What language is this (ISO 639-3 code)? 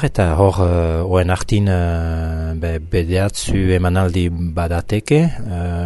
eus